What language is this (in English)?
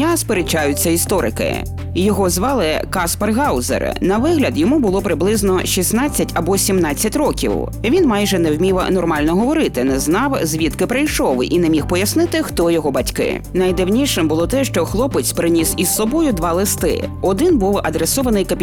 Ukrainian